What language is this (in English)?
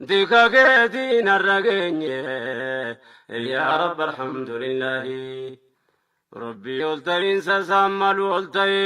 Oromo